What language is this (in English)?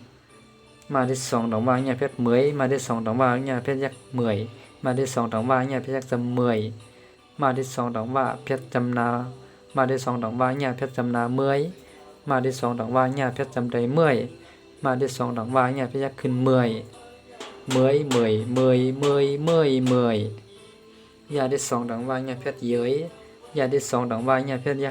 Shan